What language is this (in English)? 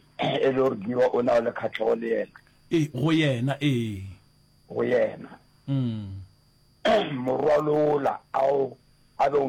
Northern Sotho